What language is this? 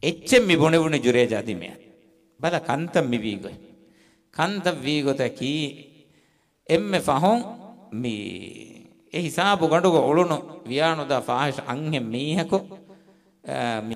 Divehi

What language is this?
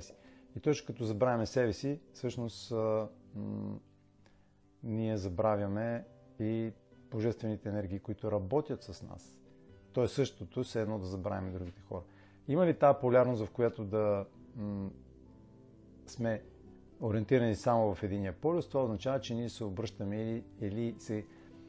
Bulgarian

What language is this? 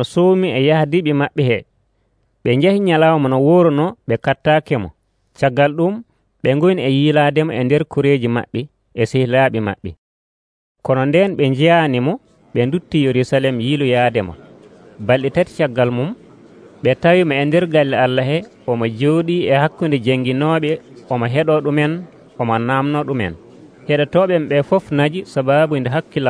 Nigerian Fulfulde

